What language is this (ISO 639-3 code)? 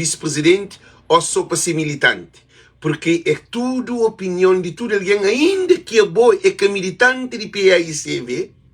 kea